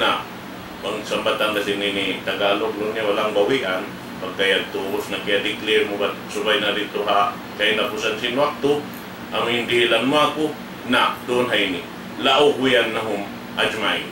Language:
Tausug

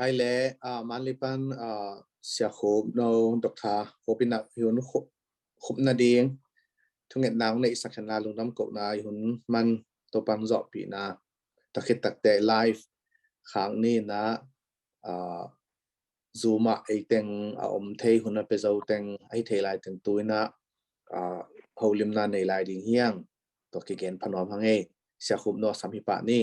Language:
Tedim Chin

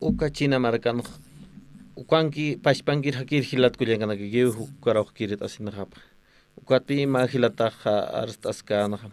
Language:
Aymara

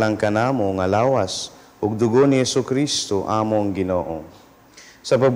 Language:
Cebuano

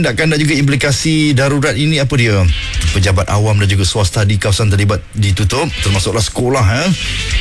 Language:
Malay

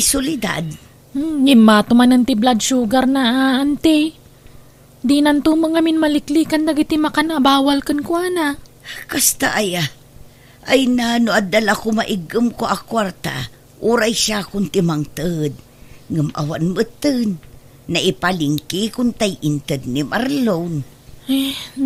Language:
Iloko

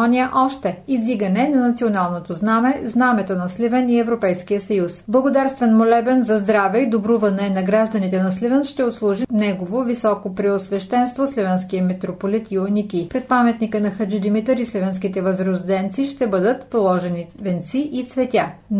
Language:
Bulgarian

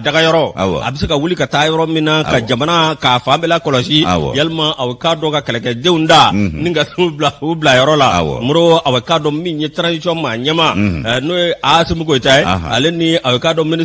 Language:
Bambara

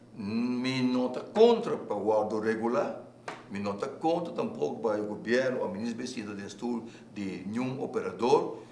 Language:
Papiamento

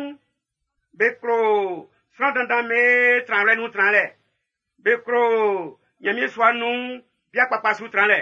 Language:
Baoulé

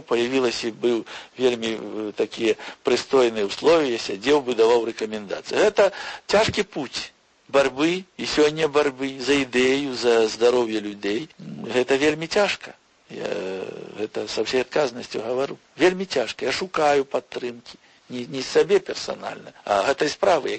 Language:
Belarusian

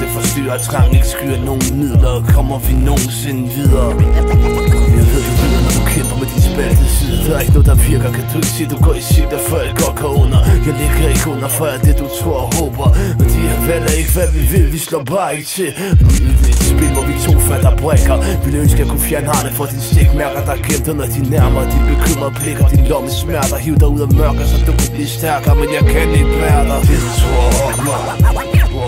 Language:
Danish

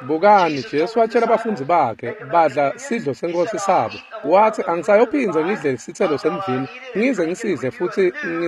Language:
Swati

